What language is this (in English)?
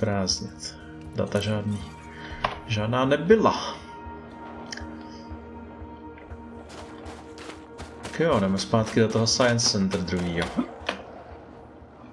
Czech